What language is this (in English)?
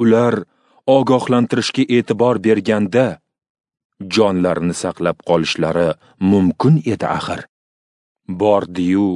Uzbek